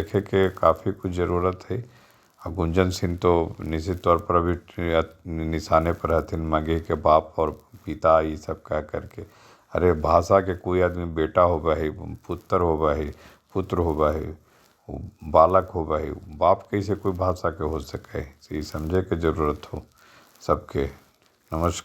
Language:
Magahi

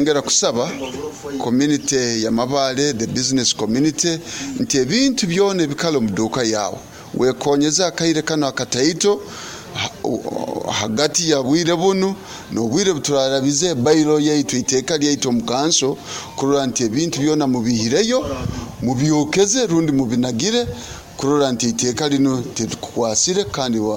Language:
Nyoro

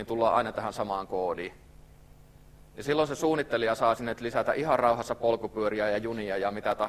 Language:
Finnish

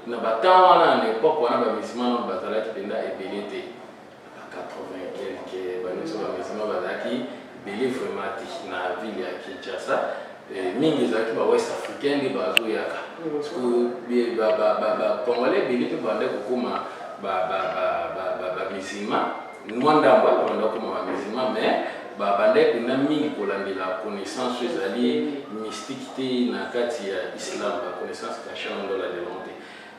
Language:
Lingala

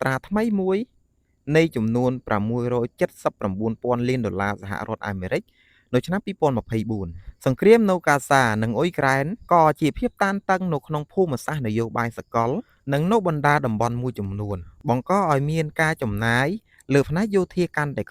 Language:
Khmer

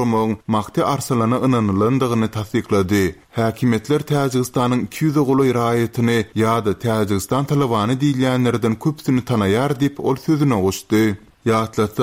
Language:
Turkmen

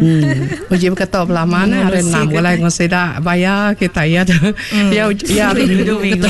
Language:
Iban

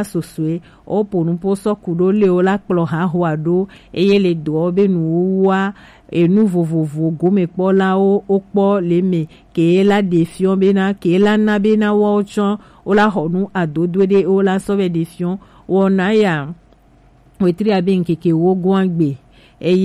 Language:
Gen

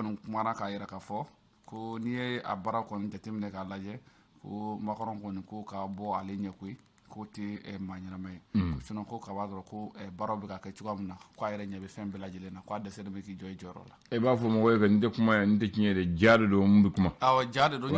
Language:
Bambara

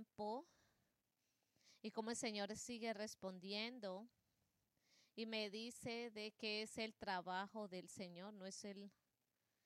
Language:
Spanish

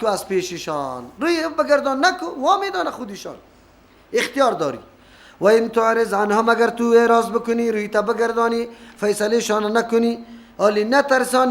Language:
Persian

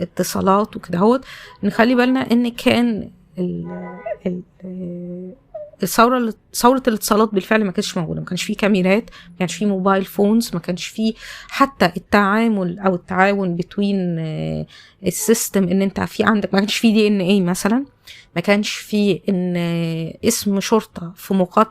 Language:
Egyptian Arabic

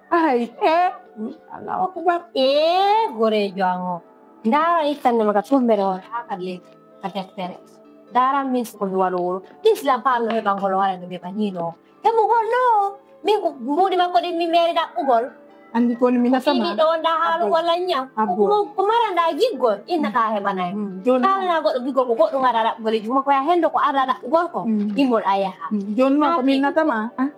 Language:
Fula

